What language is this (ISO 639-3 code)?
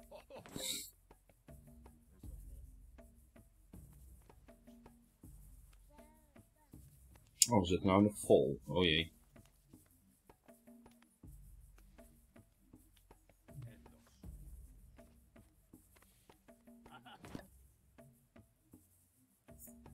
nld